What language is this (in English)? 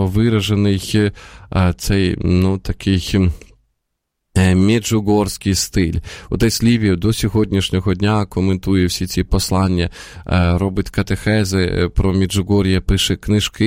Ukrainian